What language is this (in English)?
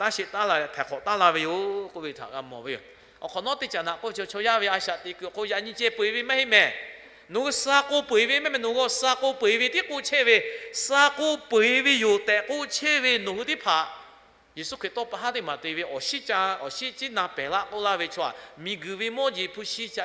Lahu